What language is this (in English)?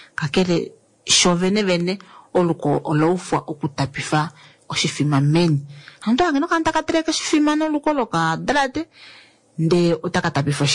Kuanyama